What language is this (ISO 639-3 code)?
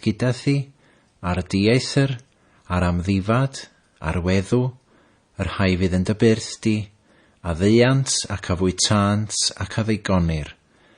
cym